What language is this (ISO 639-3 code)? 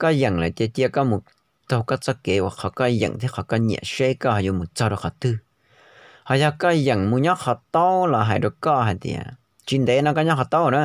hmn